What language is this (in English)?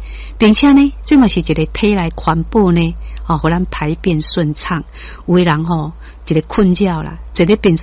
Min Nan Chinese